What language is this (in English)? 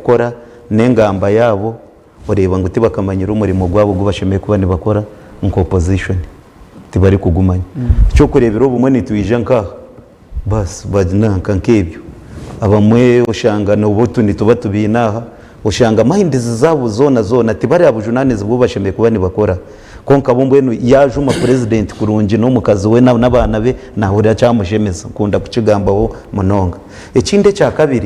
Nyankole